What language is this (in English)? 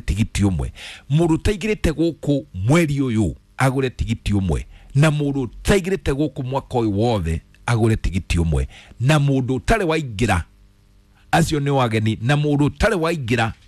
Kikuyu